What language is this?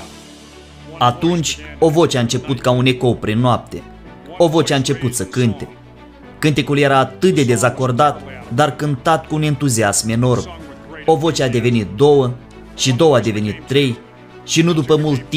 Romanian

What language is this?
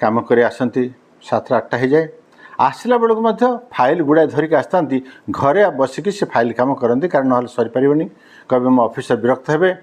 Odia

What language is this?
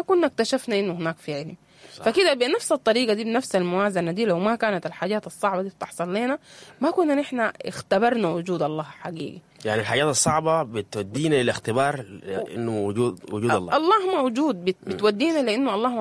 Sudanese Arabic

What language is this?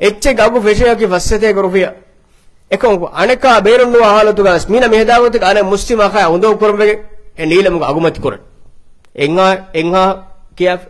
Divehi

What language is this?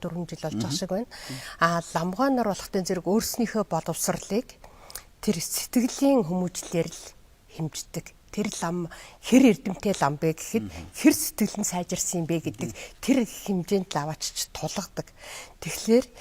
Mongolian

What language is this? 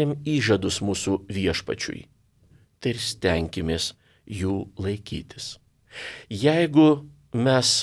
Lithuanian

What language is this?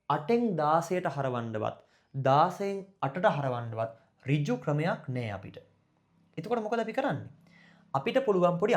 Sinhala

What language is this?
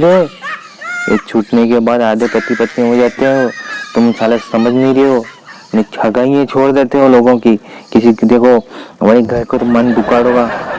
Rajasthani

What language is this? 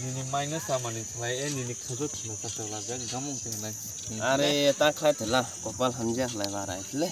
Kok Borok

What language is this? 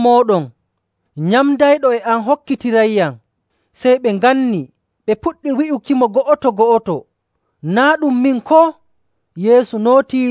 Nigerian Fulfulde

